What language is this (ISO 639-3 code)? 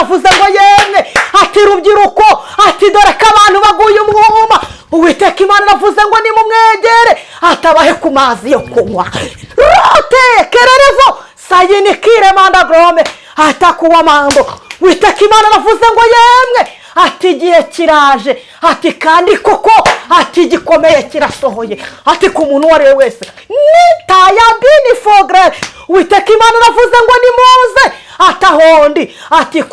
kin